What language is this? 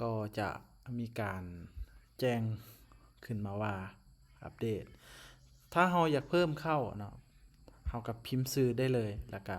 Lao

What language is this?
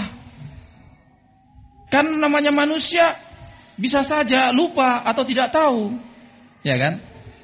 Indonesian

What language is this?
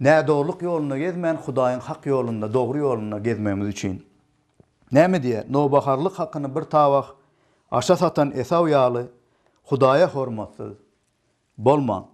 Turkmen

